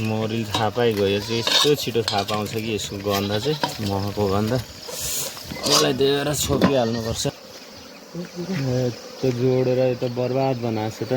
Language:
Nepali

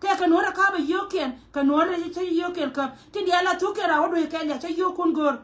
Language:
Nuer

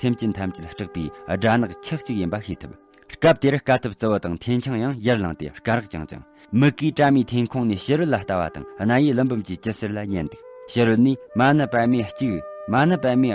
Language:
Tibetan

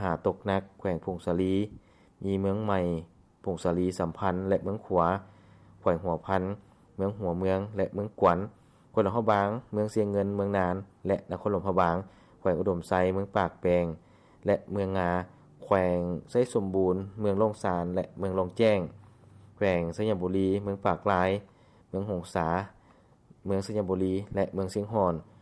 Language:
Lao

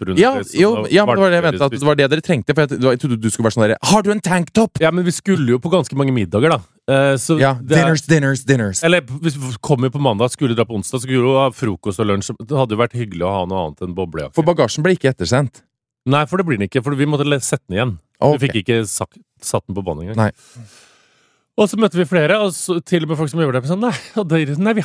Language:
Norwegian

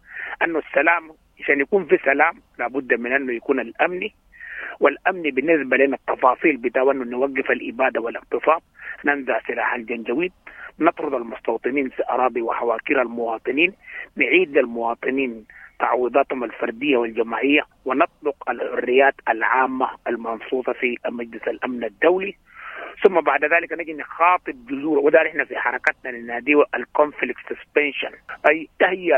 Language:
Sudanese Arabic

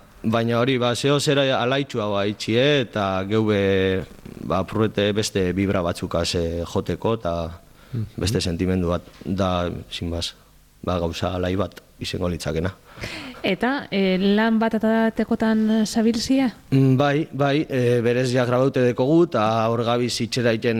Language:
Basque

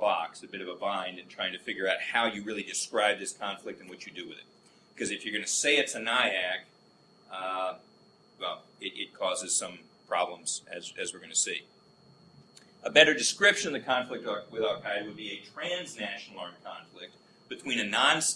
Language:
English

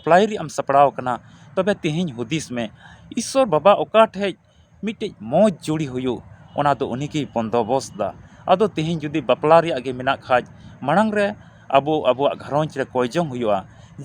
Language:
Santali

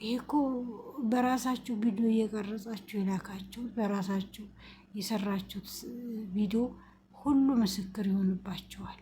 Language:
Amharic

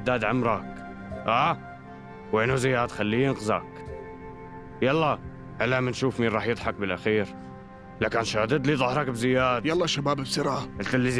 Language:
North Levantine Arabic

